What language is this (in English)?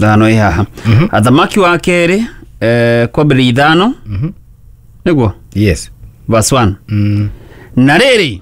Kikuyu